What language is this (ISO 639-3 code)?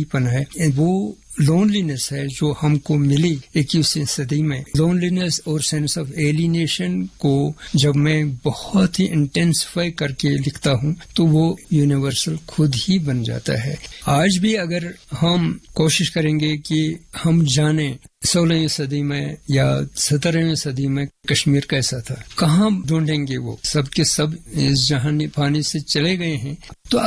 urd